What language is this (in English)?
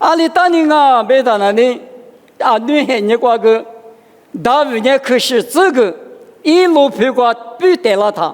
Lisu